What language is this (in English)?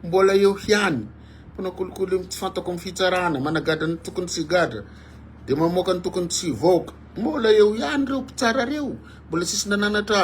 Malagasy